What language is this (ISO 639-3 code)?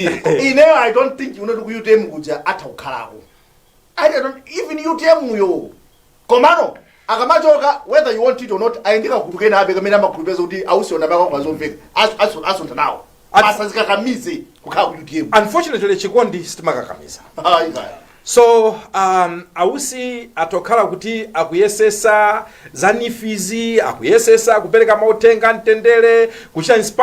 nya